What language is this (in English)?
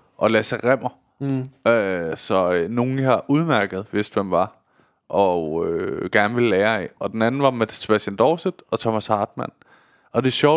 Danish